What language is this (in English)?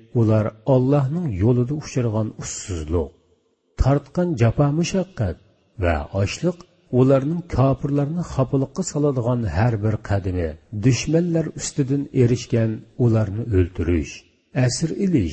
Uyghur